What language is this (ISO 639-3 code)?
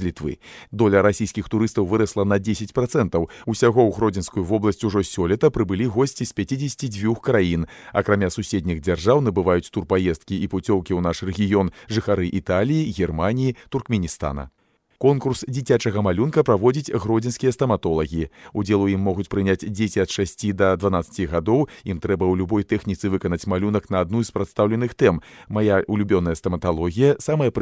bel